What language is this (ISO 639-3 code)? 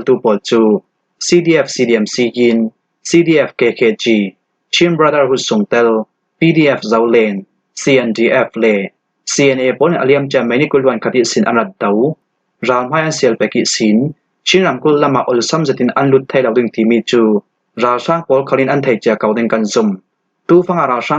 cfm